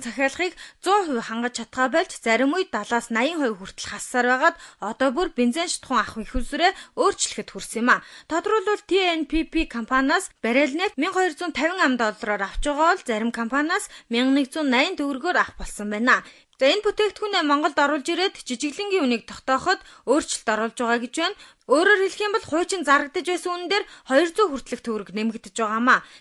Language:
Mongolian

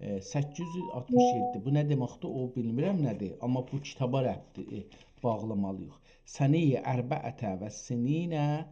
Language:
South Azerbaijani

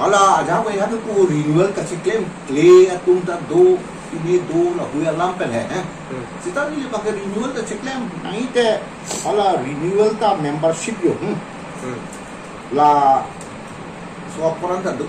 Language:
Karbi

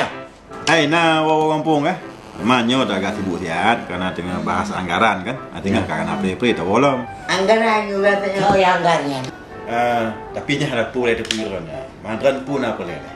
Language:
Achinese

